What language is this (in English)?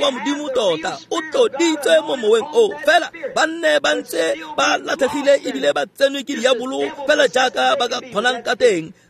Tswana